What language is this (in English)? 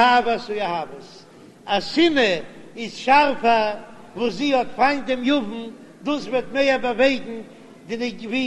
Yiddish